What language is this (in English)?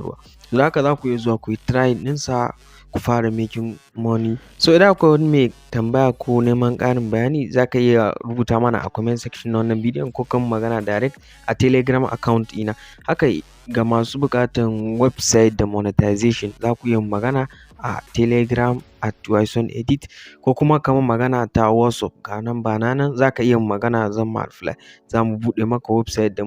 Hausa